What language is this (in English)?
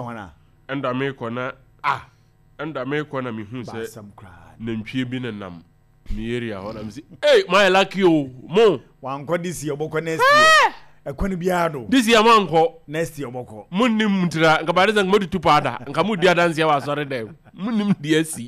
Akan